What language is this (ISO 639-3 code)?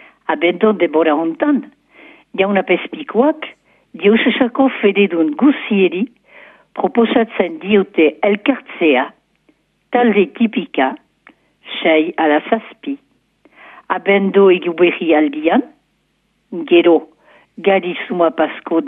eus